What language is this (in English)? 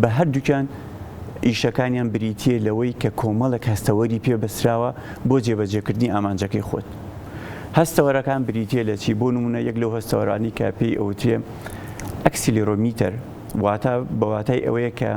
Central Kurdish